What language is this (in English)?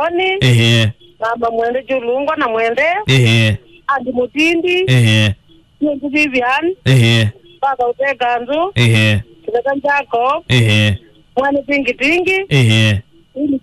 Kamba